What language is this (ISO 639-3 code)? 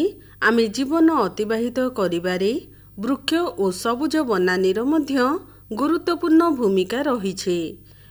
ori